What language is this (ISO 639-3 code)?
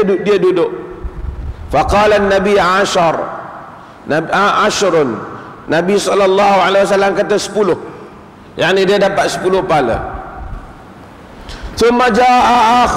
msa